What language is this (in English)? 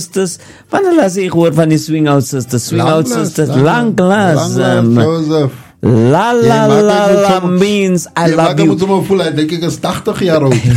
Afrikaans